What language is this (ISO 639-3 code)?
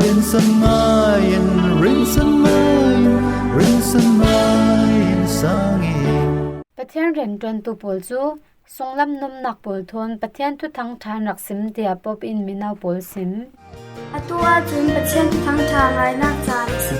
cfm